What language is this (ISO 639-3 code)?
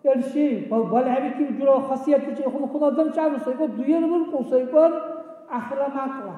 dar